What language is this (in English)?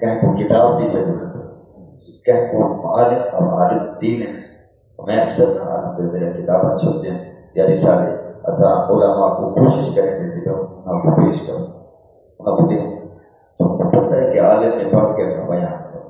Saraiki